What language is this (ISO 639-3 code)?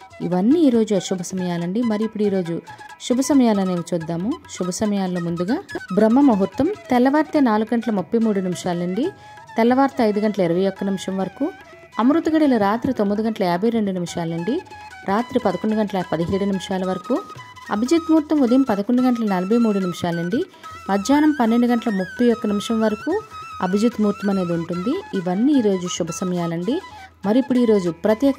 tel